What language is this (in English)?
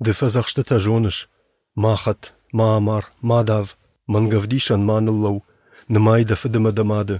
Ossetic